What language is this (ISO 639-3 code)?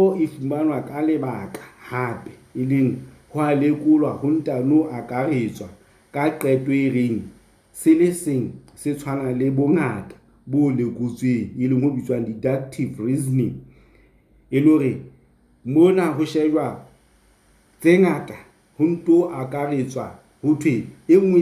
sot